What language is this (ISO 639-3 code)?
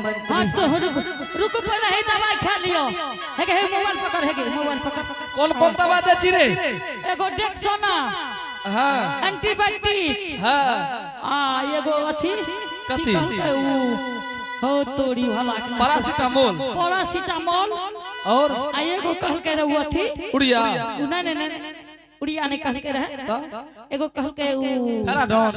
anp